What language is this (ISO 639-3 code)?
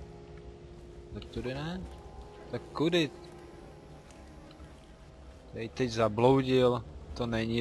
ces